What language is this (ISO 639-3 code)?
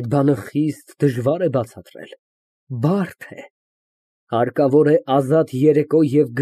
hye